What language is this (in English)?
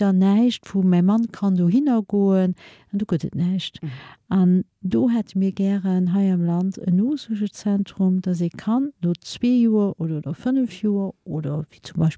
Luxembourgish